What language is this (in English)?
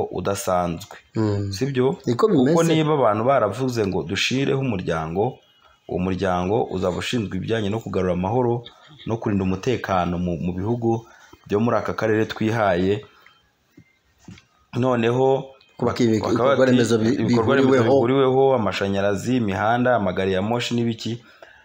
Kinyarwanda